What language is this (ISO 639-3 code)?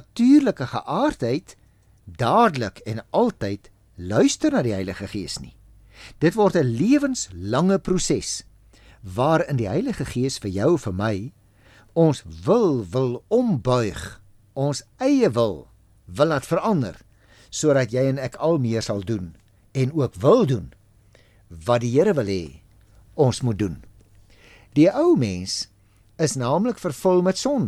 afr